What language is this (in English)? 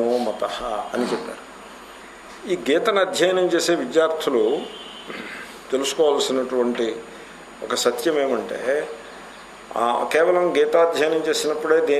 Telugu